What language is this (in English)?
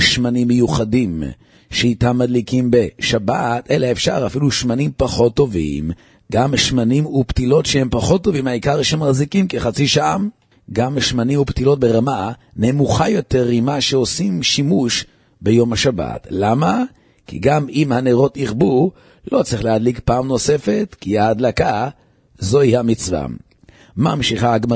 Hebrew